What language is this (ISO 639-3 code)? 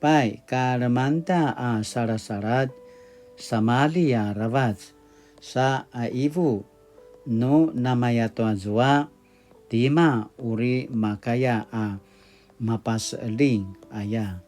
pwn